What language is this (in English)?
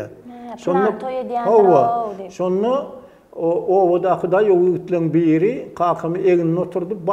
Turkmen